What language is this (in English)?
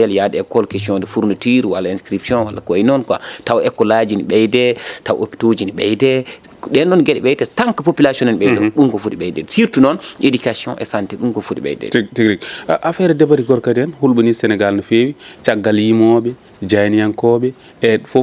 Fula